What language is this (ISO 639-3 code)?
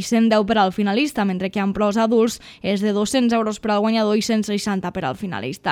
cat